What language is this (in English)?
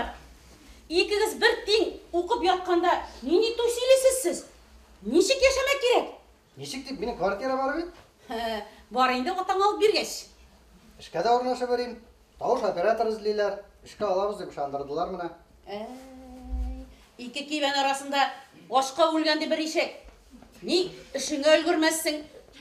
Bashkir